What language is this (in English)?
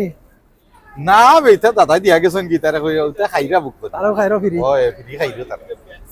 Sylheti